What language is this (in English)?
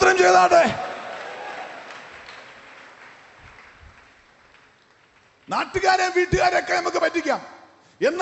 Malayalam